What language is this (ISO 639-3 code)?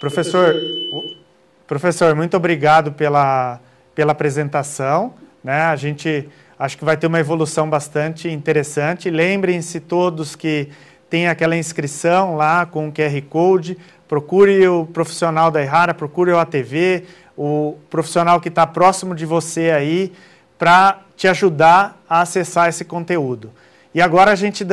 por